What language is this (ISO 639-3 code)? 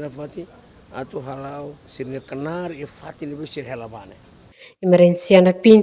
tet